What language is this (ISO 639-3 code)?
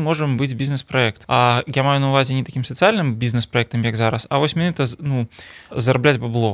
bel